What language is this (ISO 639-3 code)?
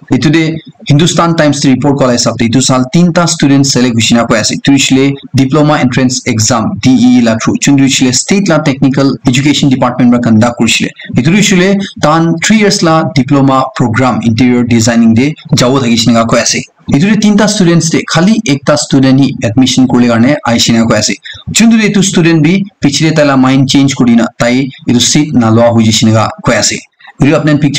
nag